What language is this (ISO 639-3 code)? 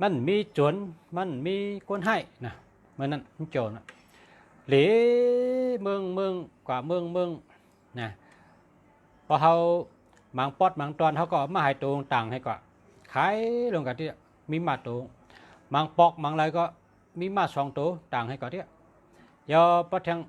shn